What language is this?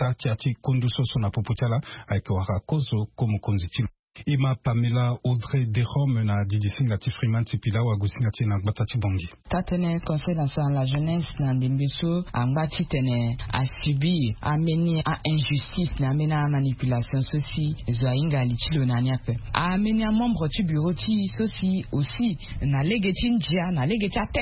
Sango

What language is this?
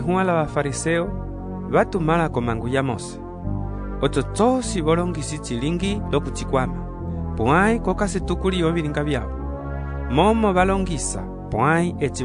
Umbundu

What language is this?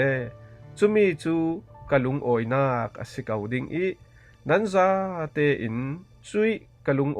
Falam Chin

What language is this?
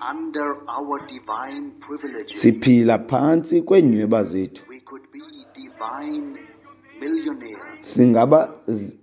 Xhosa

